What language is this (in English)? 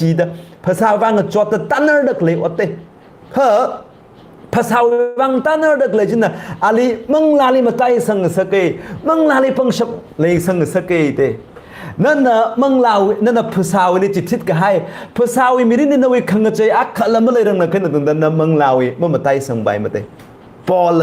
Tangkhul Naga (India)